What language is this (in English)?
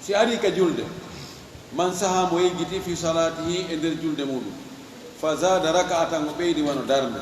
Fula